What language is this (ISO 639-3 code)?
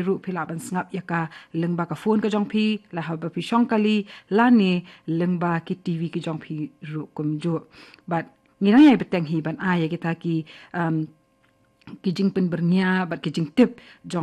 kha